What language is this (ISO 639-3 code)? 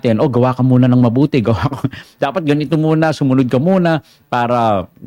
fil